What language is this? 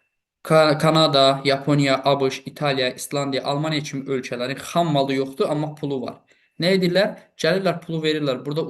Azerbaijani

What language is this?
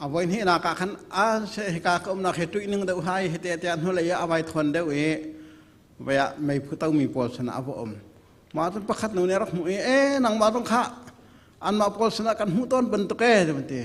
Hakha Chin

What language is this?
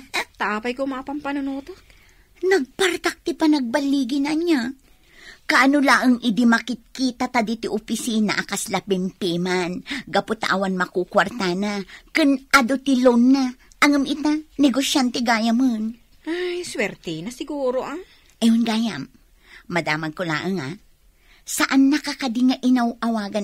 Iloko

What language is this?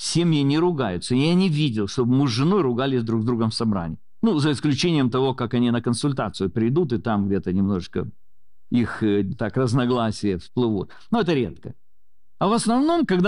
Russian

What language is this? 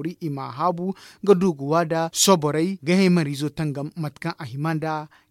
Zarma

